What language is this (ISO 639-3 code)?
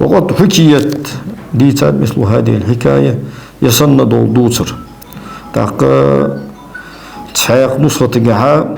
inh